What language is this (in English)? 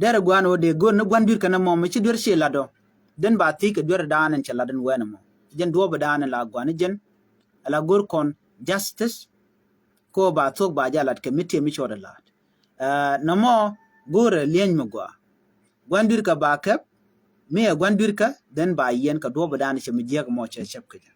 Nuer